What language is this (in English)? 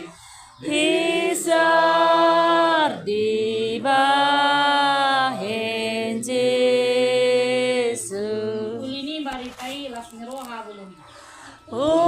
Batak Toba